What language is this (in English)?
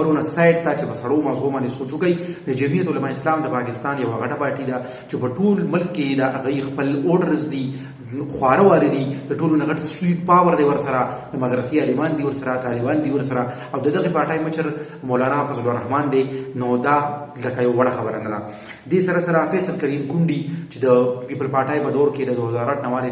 Pashto